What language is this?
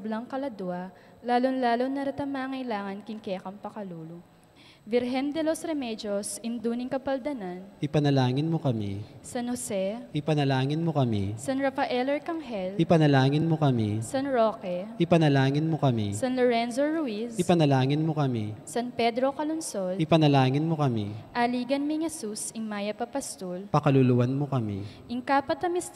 Pampanga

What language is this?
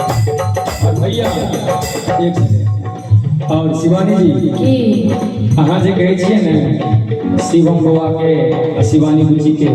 Maithili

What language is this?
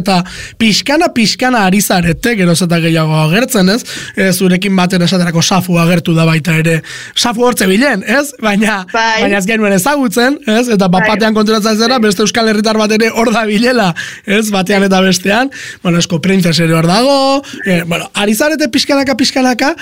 Basque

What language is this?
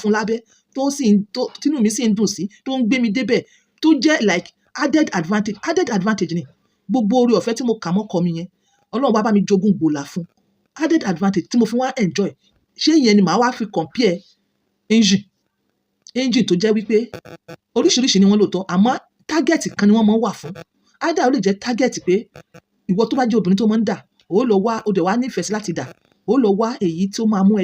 Yoruba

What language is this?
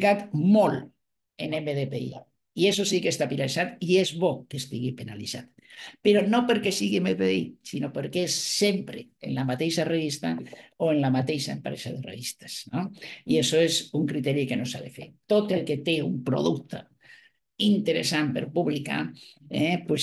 Catalan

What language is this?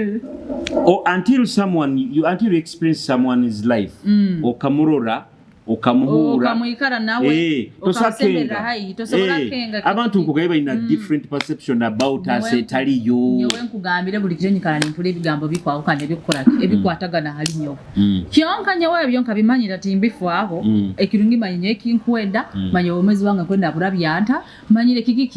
Nyoro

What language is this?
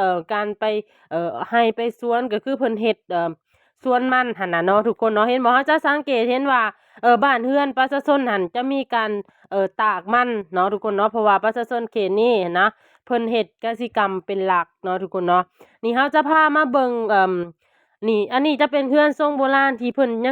Lao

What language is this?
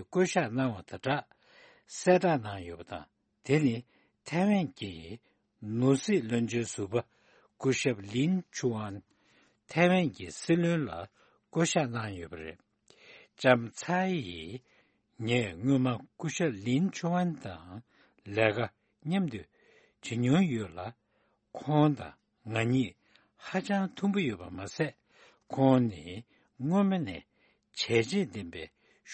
Tibetan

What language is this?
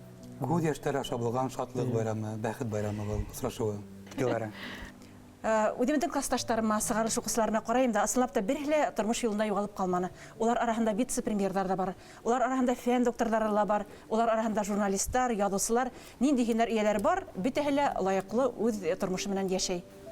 Bashkir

